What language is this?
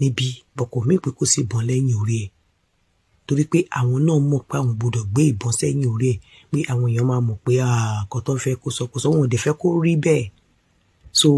Yoruba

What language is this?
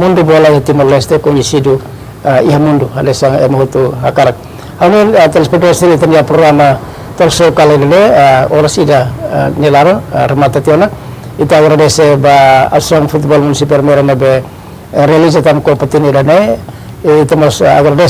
Tetum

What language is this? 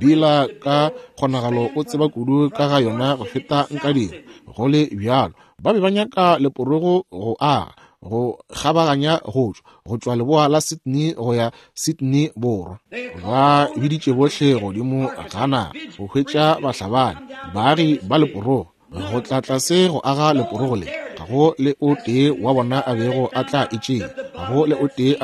Northern Sotho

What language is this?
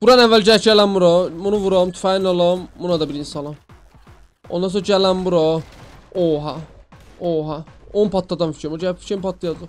South Azerbaijani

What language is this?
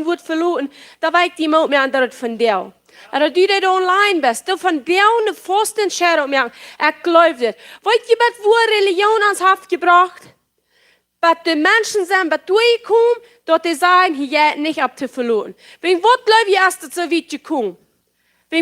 Plautdietsch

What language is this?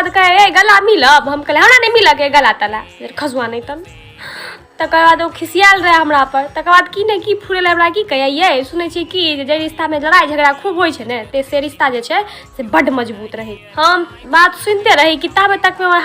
Maithili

